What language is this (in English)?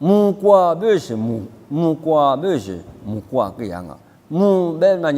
Lisu